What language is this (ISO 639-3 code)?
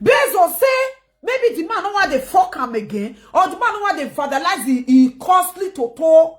pcm